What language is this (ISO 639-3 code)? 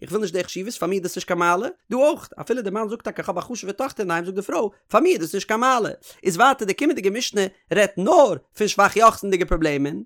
yid